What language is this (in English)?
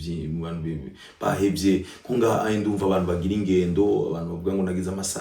Rundi